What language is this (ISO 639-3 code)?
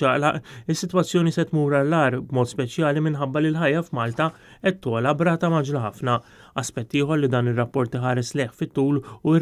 mlt